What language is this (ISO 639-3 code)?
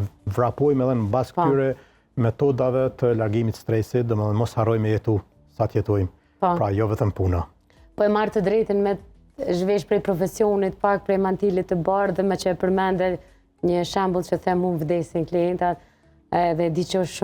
sqi